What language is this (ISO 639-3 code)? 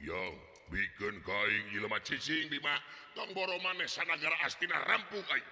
sun